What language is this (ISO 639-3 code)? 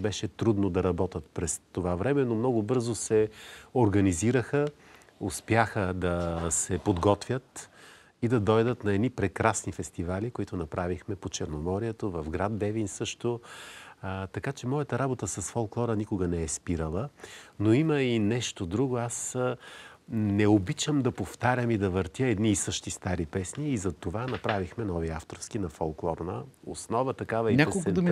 bul